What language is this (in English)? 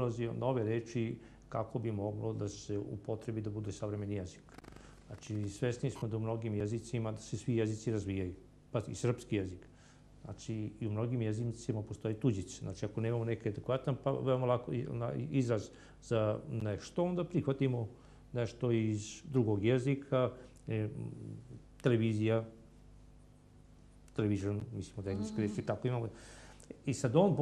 Serbian